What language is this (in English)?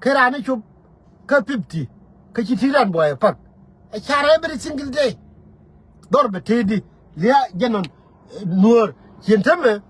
Nuer